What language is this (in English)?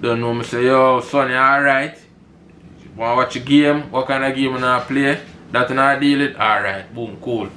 Jamaican Creole English